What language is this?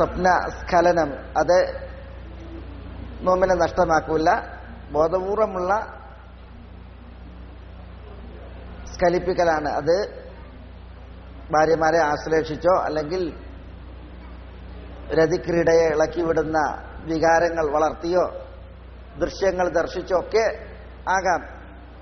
Malayalam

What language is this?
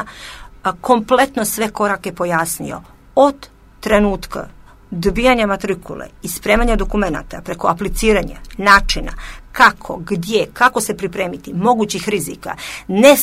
Croatian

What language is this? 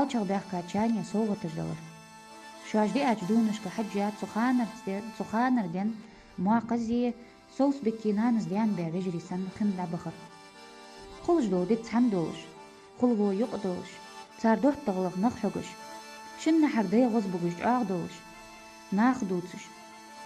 Ingush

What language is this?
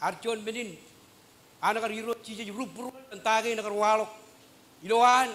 Marshallese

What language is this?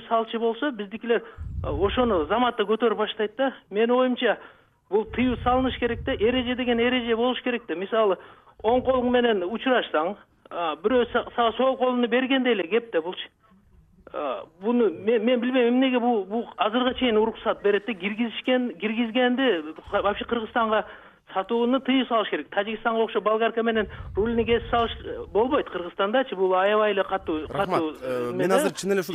Kyrgyz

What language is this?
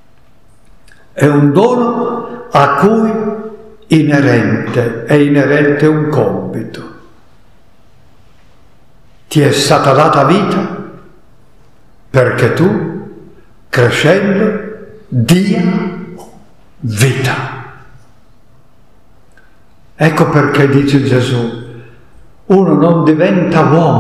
Italian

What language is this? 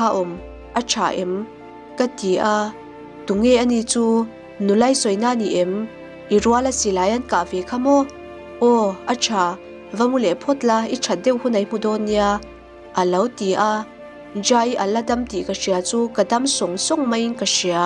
Mizo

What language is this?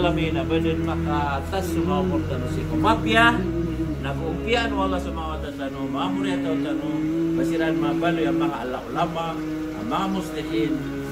Maranao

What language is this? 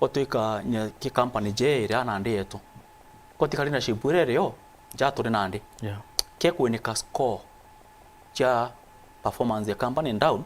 Meru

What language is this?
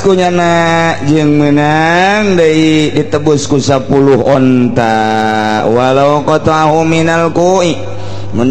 Sundanese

